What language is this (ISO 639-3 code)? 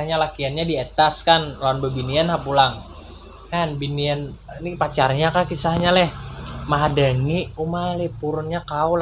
bjn